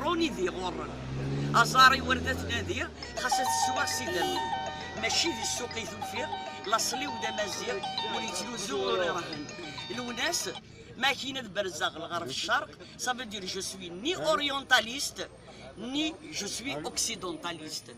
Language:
Kabyle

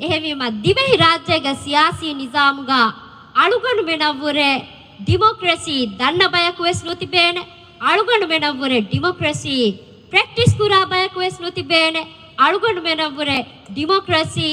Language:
Divehi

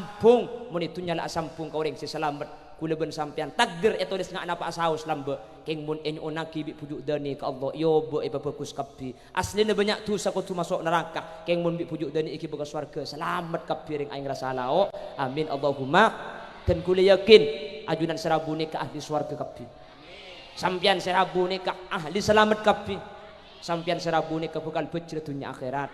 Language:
Madurese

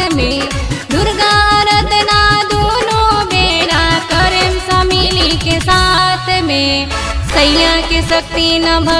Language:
Bhojpuri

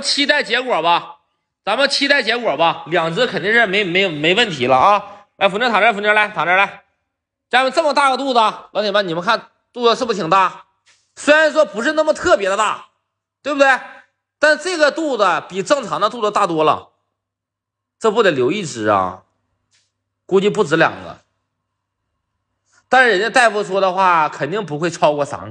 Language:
Chinese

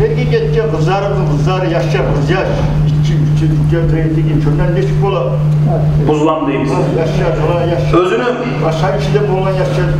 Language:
Kumyk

